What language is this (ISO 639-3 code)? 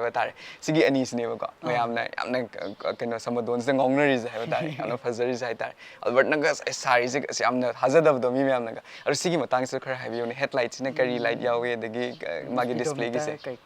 mni